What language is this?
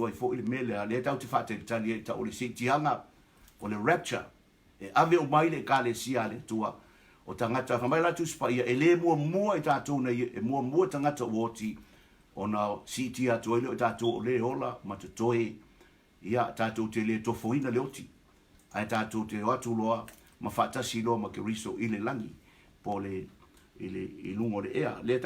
Samoan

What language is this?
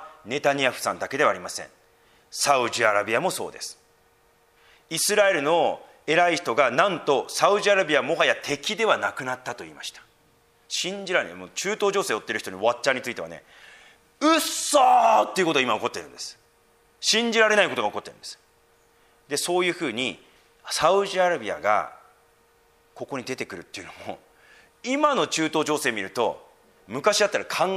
Japanese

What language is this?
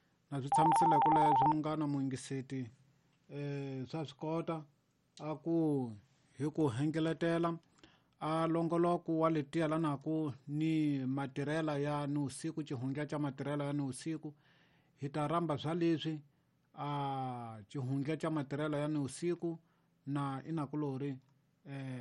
Tsonga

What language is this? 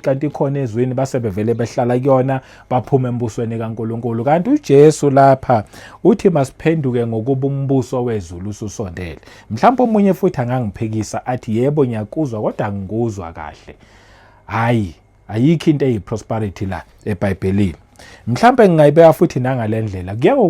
Zulu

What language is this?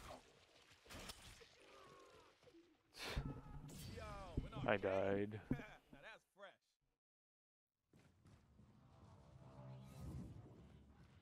English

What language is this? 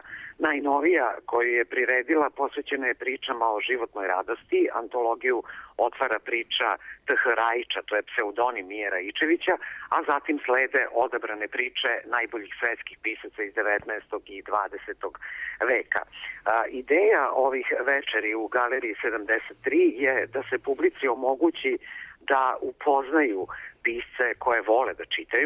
Serbian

